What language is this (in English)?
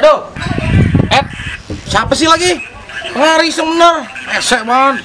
Betawi